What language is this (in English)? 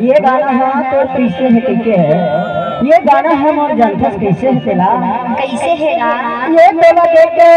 Chhattisgarhi